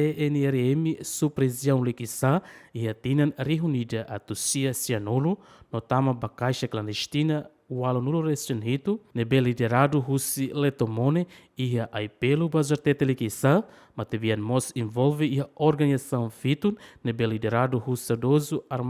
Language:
Tetum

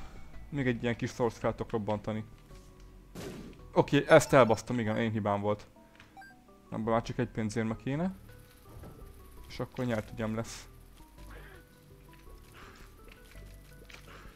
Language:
Hungarian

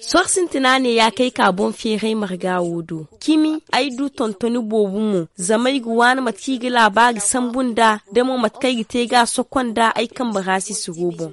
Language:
Zarma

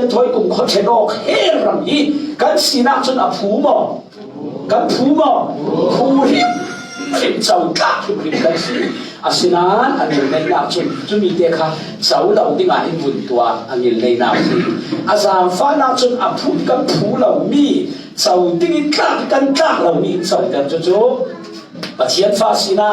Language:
Falam Chin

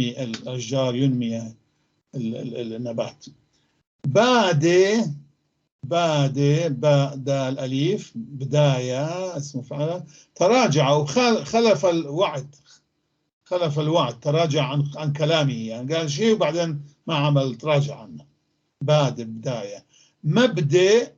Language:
North Levantine Arabic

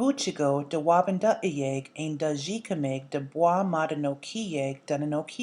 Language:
Chippewa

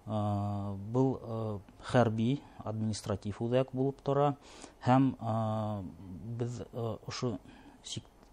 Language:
Bashkir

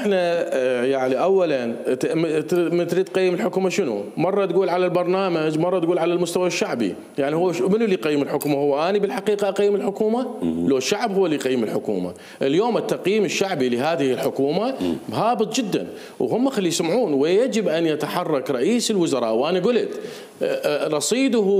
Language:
Mesopotamian Arabic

